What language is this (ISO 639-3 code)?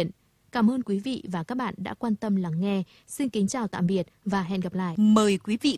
vie